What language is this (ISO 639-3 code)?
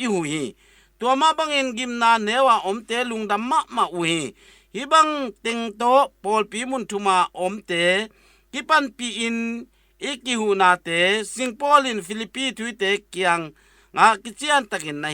ctd